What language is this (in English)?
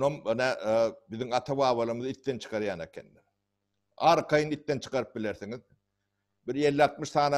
Turkmen